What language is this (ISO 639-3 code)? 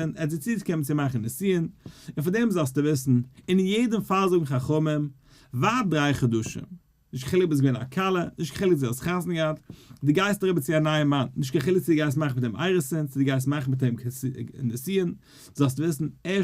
yid